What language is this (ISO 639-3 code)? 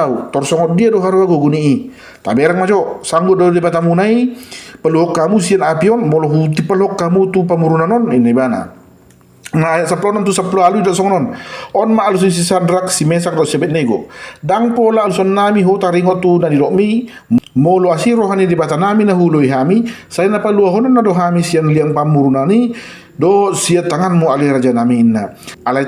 bbc